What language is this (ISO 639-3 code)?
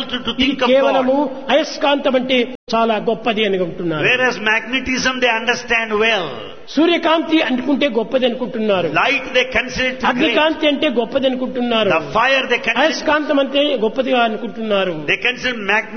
tel